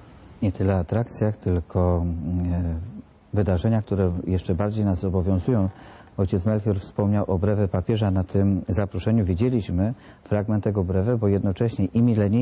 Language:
Polish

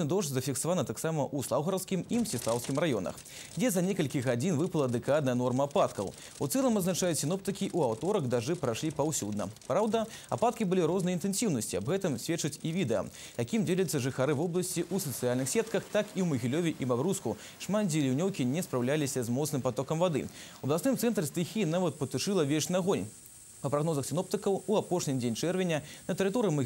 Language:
Belarusian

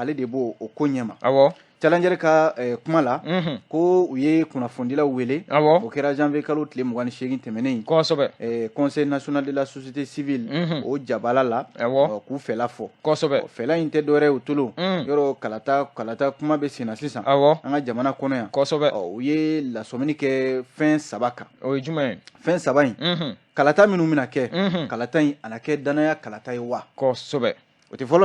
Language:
Bambara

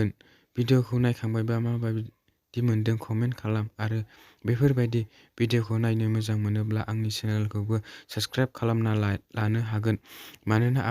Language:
Bodo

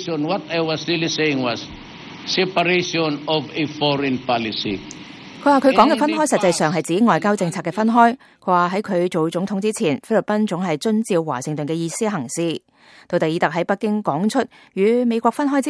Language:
Cantonese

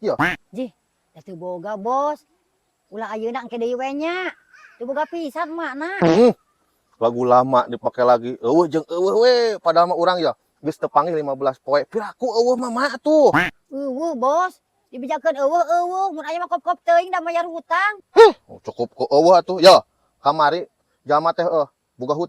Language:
Sundanese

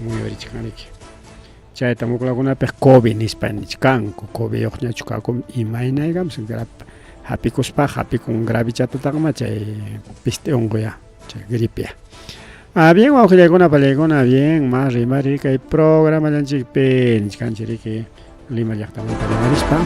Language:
Ayacucho Quechua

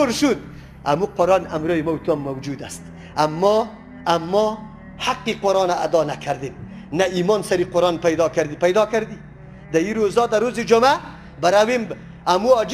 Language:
Persian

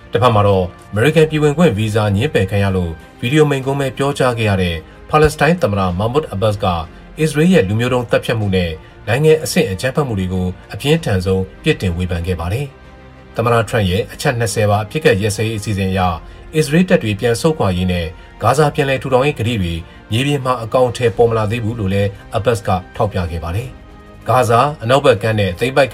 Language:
Burmese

